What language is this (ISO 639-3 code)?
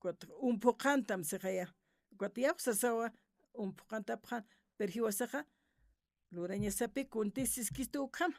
aym